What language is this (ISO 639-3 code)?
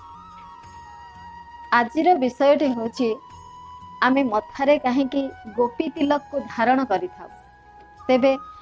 ori